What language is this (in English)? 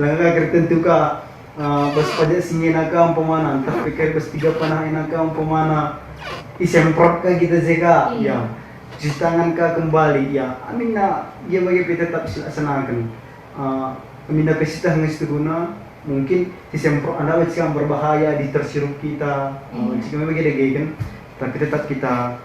Batak Karo